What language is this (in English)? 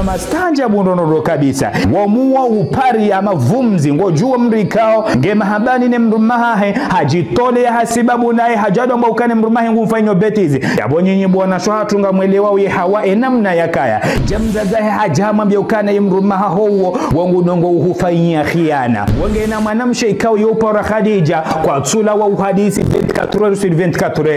Ngazidja Comorian